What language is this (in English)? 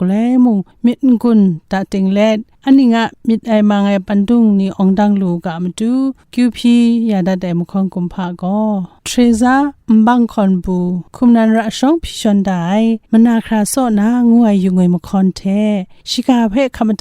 Kachin